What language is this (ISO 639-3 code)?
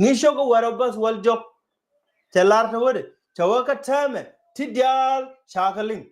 nus